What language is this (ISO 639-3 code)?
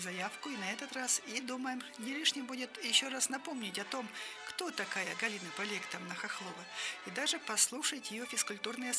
rus